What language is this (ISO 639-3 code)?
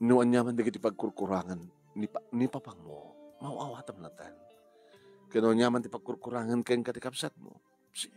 ilo